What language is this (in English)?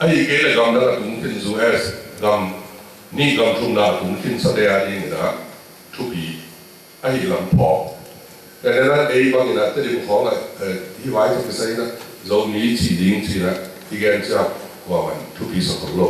Tedim Chin